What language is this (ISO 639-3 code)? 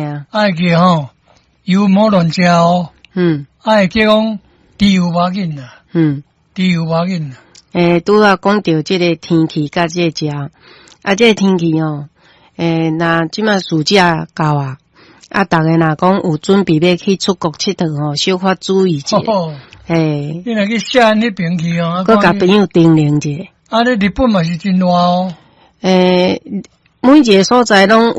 nan